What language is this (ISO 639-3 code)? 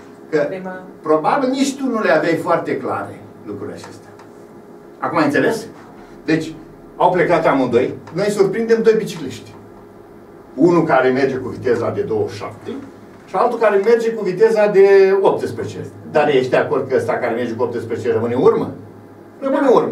ron